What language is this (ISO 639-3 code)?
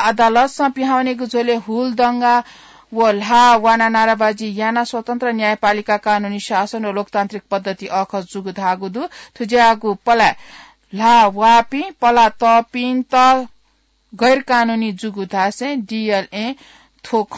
new